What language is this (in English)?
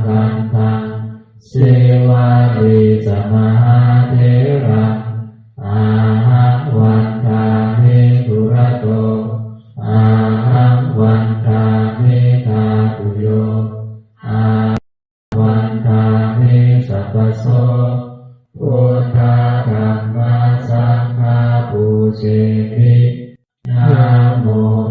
Pali